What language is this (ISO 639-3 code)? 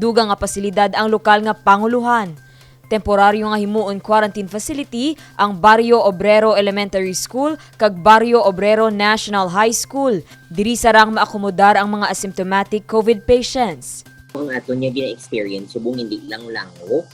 hil